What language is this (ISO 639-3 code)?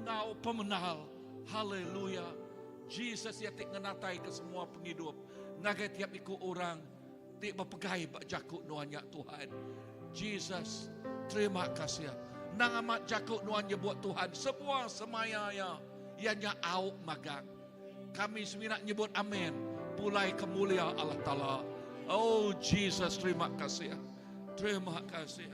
iba